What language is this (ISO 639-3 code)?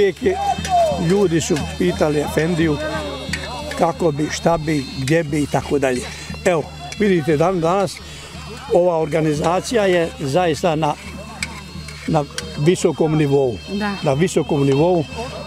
bos